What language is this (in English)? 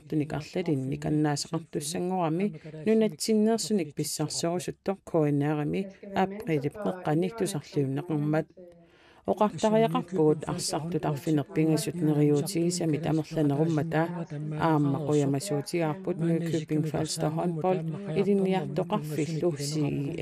Kalaallisut